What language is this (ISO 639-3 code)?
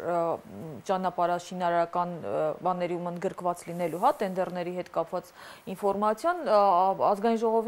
hye